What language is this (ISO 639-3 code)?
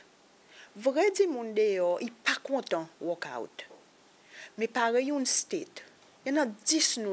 crs